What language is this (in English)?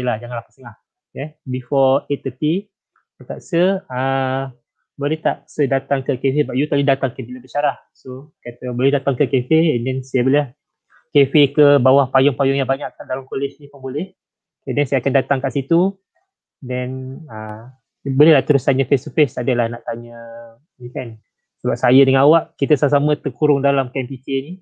Malay